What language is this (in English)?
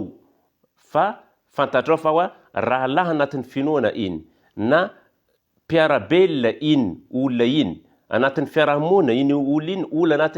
Malagasy